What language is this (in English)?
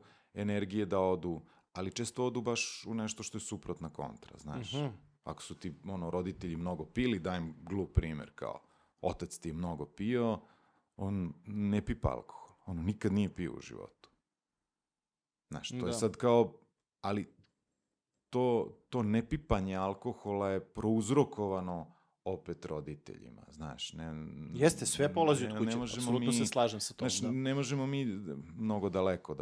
Serbian